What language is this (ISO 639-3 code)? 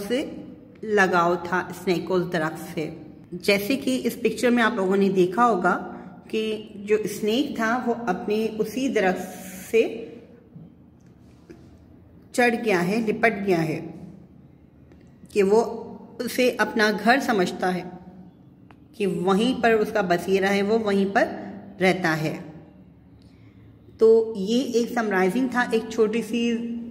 hin